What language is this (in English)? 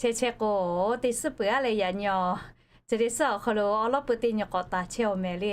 Lahu